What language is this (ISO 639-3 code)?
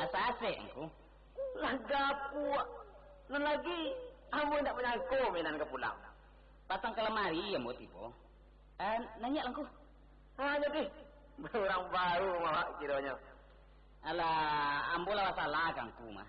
min